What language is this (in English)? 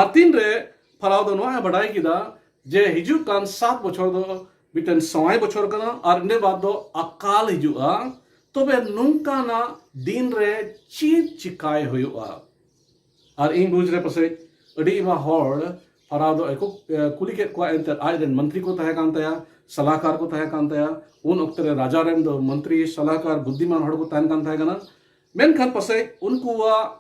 Santali